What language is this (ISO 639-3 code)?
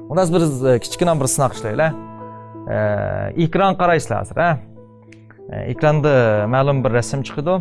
uig